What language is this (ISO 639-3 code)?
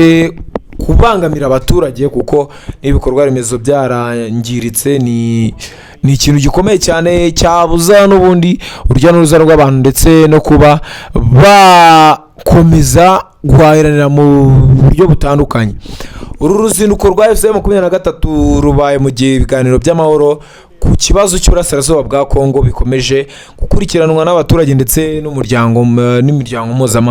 kin